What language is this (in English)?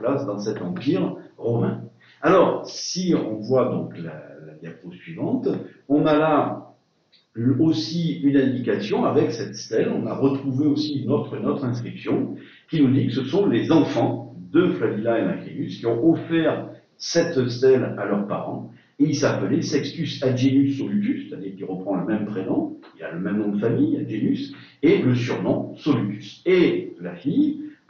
French